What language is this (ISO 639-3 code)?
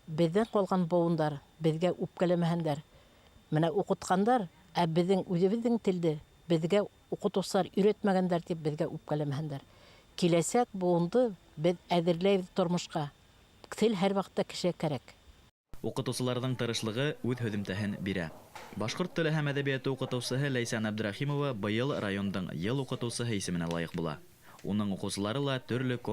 bak